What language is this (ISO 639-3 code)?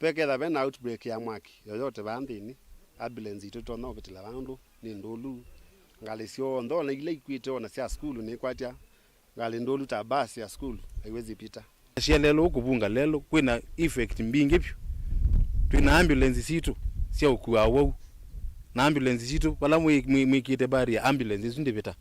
kam